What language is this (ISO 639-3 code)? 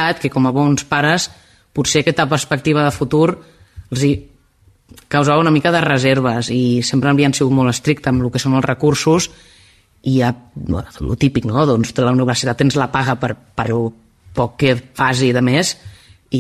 cat